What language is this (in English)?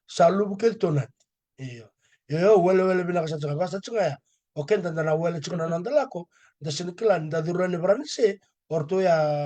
Fijian